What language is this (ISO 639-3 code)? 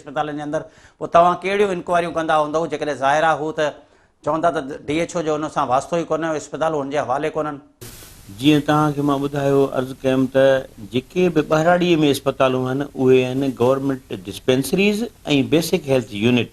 snd